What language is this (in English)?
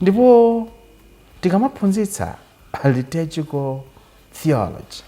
Nyanja